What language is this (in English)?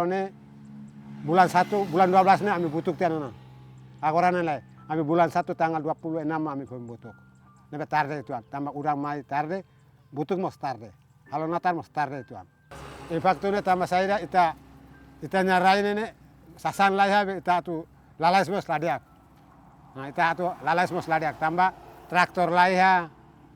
Tetum